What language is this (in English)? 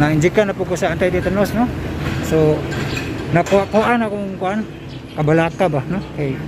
Cebuano